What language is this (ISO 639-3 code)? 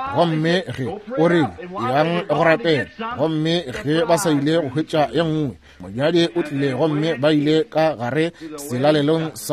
nso